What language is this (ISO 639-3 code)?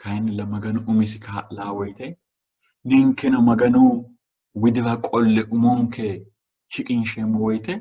sid